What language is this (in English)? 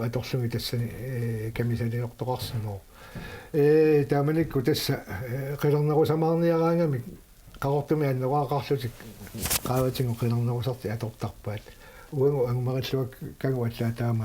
Kalaallisut